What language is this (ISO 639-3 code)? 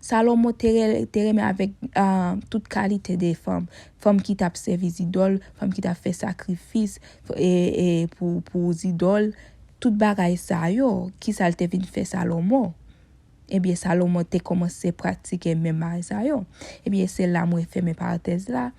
hat